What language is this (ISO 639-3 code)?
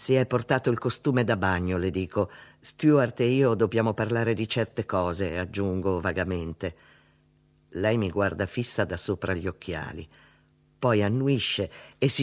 ita